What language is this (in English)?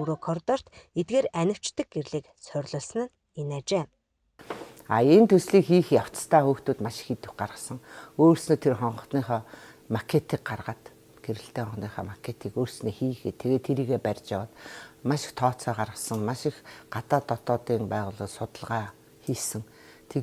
Mongolian